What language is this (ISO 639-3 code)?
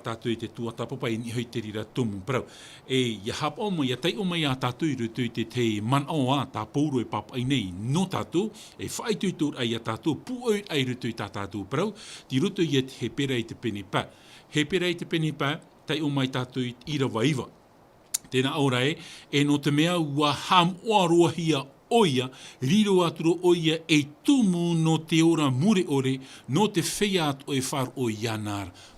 tah